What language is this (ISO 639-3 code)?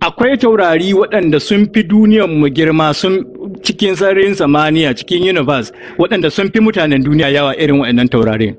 hau